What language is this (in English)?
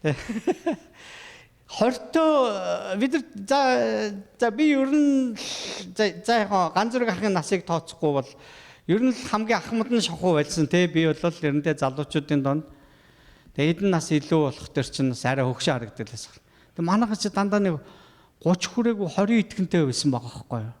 Mongolian